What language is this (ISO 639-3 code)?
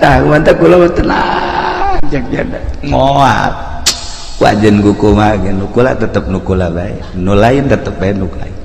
sun